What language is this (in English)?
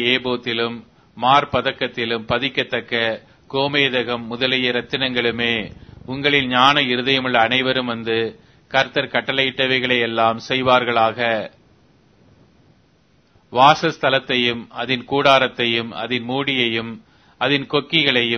Tamil